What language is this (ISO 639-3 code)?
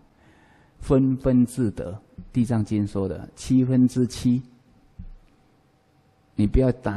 zho